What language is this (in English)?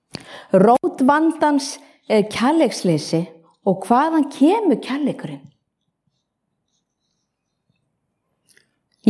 Icelandic